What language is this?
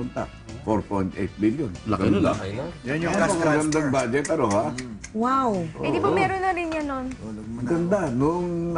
Filipino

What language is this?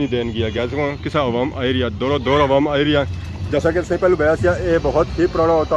Pahari-Potwari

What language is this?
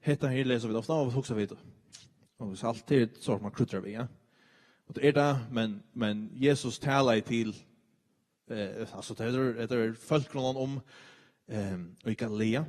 Faroese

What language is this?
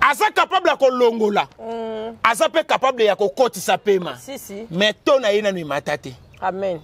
Lingala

